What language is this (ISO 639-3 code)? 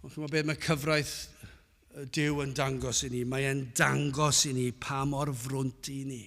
cym